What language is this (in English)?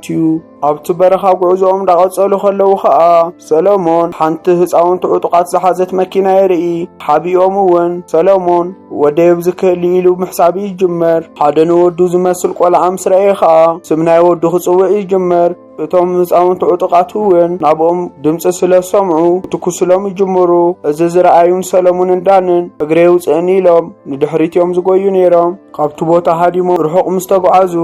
Tigrinya